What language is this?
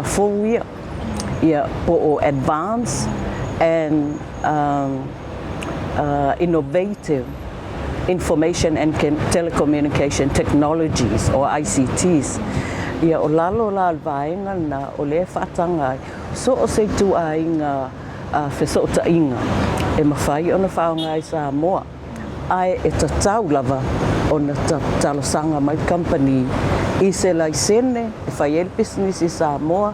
Samoan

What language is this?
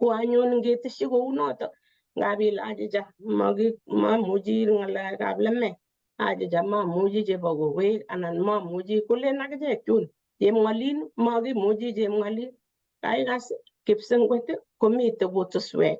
Kalenjin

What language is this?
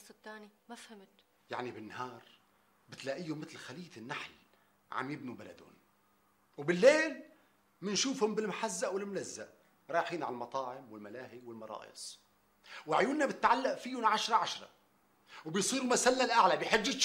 North Levantine Arabic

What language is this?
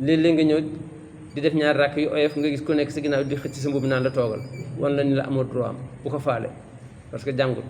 Wolof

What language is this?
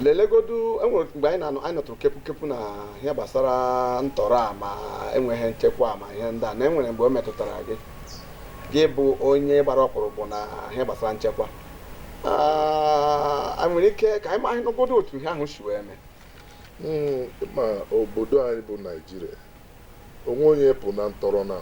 Igbo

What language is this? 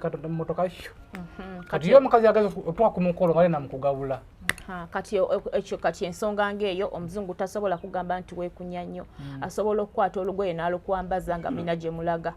Ganda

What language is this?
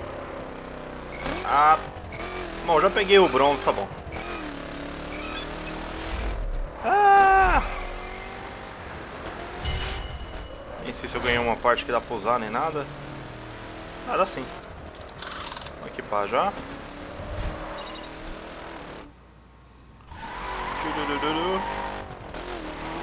Portuguese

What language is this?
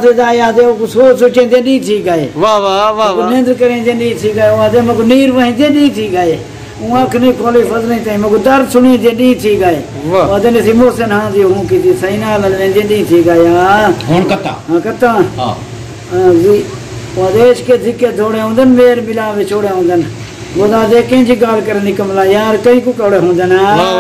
Saraiki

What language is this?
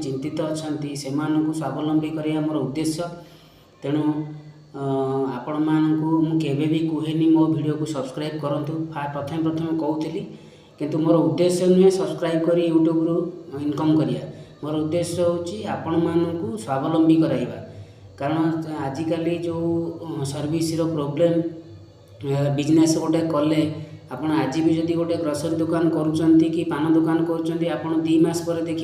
Odia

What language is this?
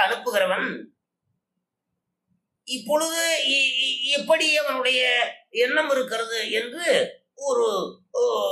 Tamil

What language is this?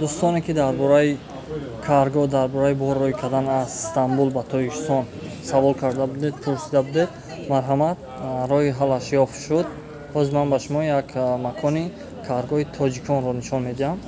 Tajik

